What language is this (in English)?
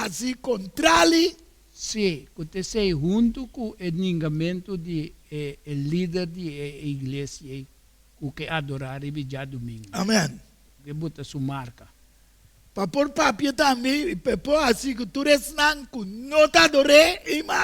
Papiamento